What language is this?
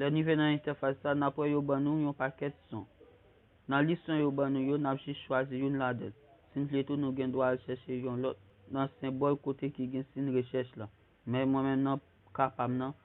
Haitian Creole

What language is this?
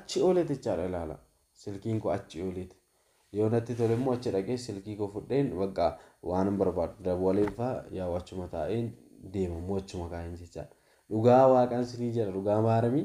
Oromo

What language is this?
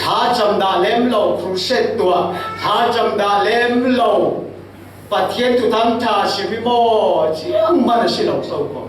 Falam Chin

